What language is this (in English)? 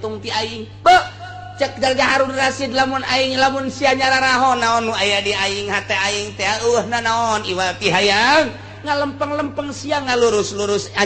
Sundanese